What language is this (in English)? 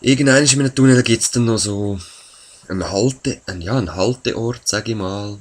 Swiss German